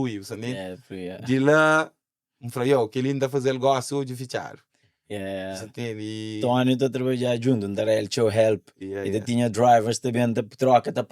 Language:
Kabuverdianu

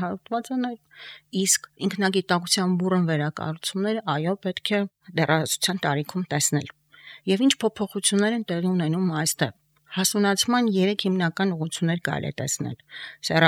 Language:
Armenian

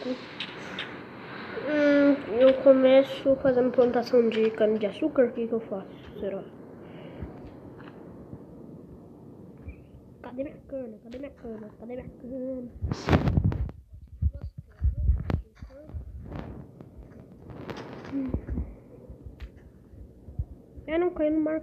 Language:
Portuguese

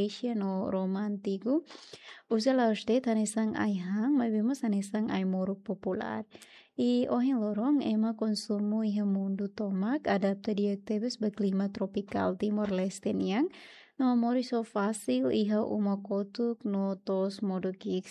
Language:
Tetum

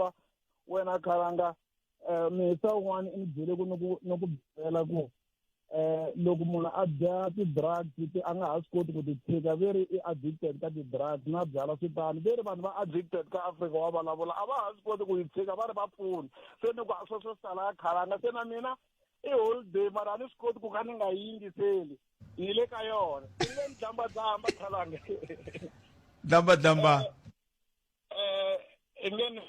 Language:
Tsonga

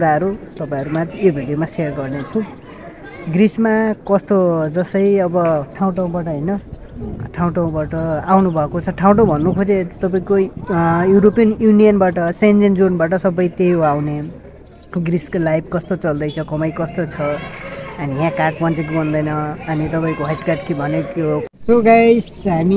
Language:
Nepali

